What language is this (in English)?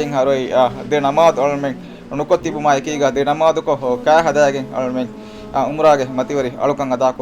Divehi